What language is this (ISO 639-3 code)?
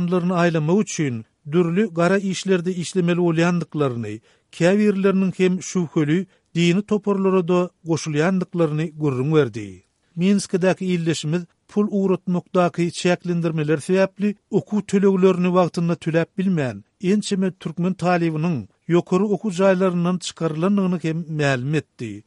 tuk